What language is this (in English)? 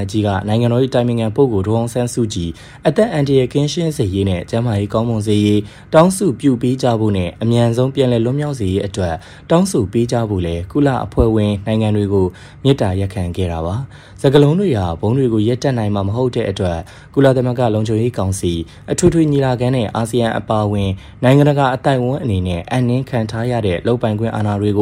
Burmese